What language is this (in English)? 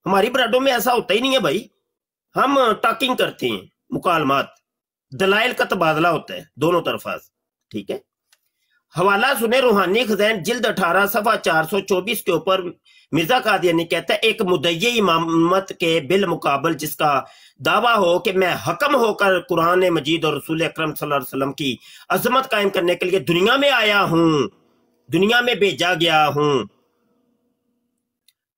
Urdu